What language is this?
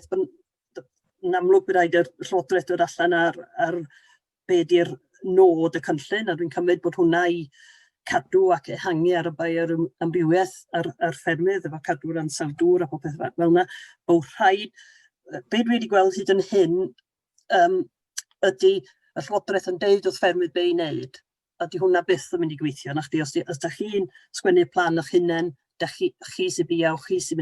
Welsh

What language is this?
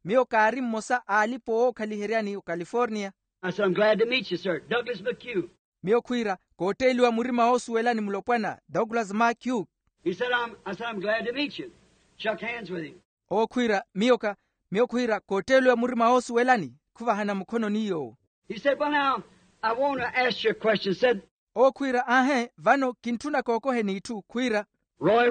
Makhuwa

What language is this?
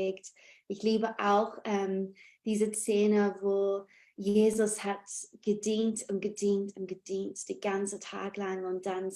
Swiss German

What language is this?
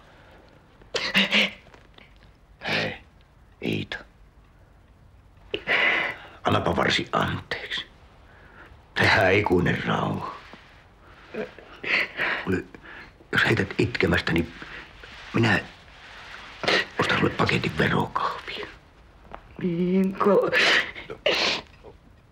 Finnish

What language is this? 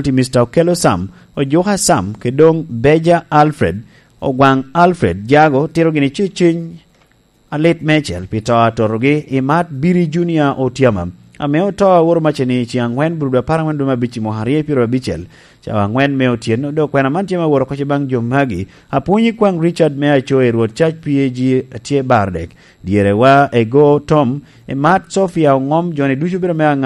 Lango (Uganda)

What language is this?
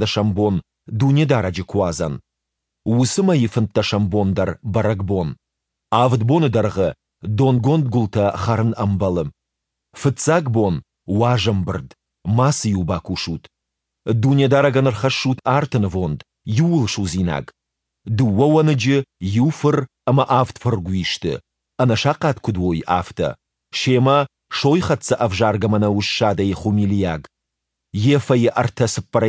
Ossetic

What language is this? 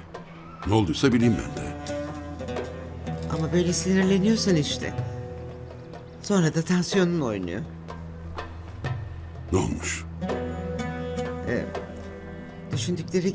Turkish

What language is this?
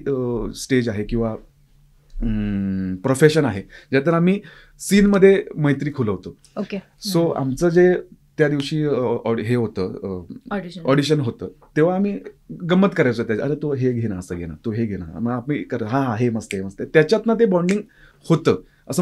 Marathi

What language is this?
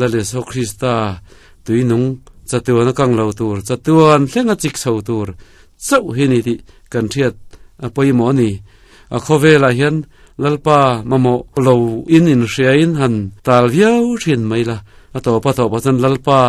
Mizo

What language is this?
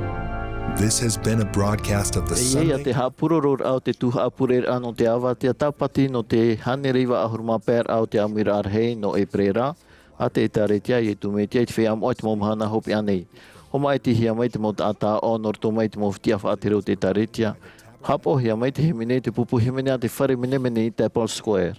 Tahitian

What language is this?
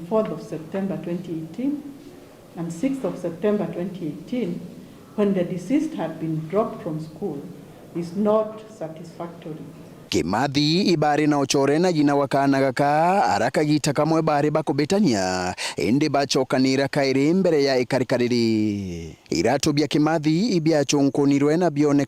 Meru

